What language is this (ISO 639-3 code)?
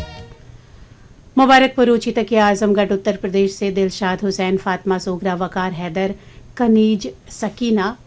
hin